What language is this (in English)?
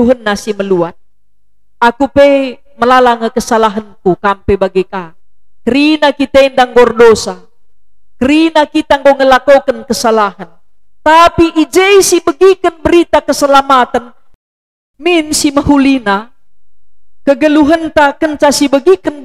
Batak Karo